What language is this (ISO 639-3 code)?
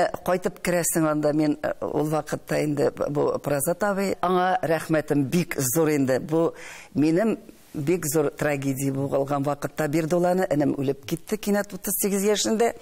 tat